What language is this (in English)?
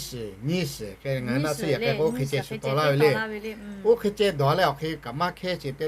Lahu